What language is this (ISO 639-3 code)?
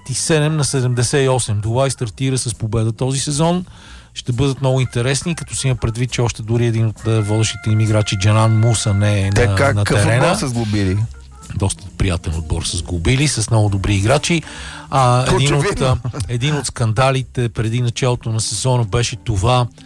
bul